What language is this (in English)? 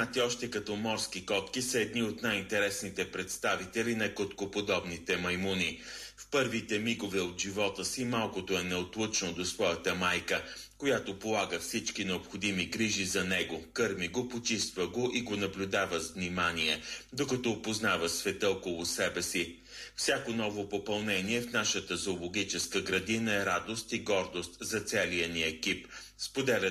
Bulgarian